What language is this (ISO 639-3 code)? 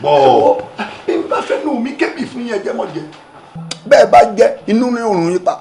yor